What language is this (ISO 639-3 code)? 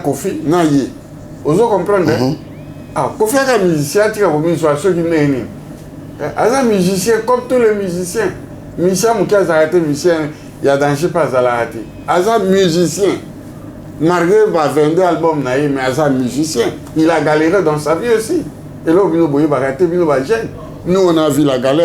lin